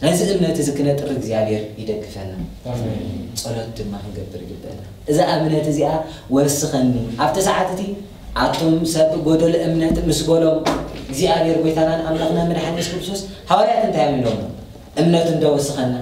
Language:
Tigrinya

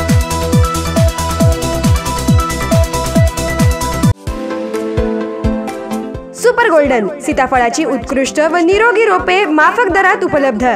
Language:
Marathi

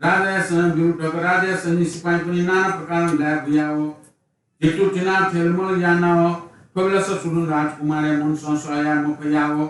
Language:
Newari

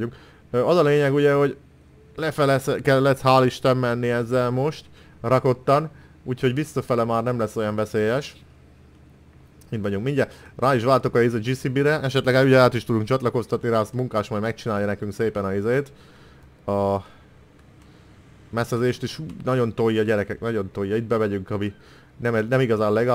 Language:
Hungarian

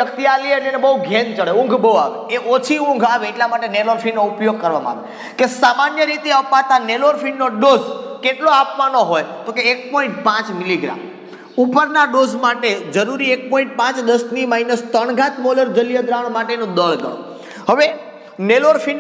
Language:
Gujarati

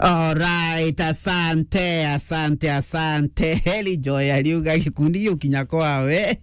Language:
Meru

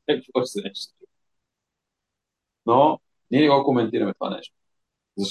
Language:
Bulgarian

